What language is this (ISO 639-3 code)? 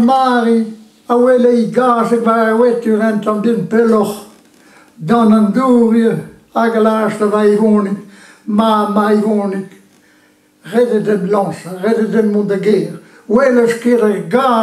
bre